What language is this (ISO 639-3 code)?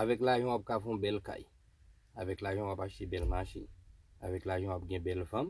hat